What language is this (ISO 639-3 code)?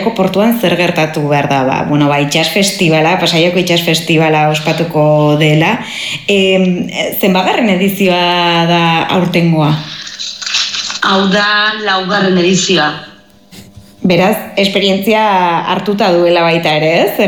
eus